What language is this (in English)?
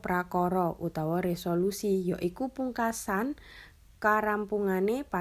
Javanese